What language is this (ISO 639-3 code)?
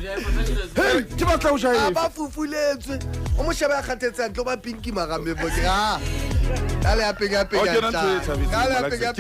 sot